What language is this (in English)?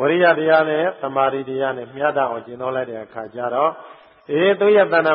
Burmese